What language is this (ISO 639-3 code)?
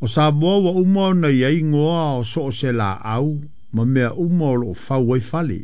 smo